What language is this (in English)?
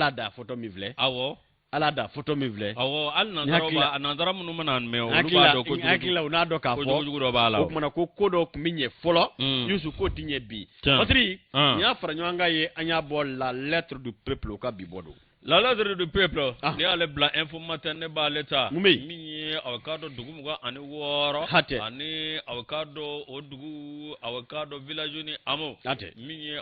Bambara